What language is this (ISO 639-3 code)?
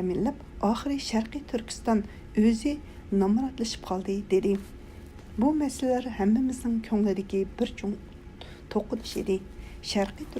uig